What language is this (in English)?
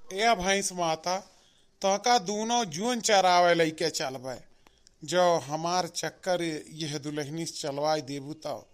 Awadhi